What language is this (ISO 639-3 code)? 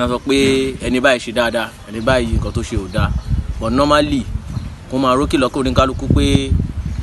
yor